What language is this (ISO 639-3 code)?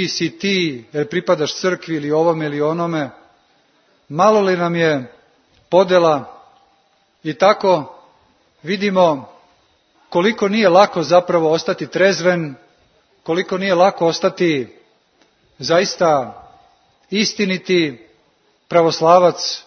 srp